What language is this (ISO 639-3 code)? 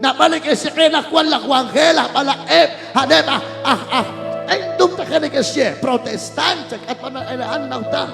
kek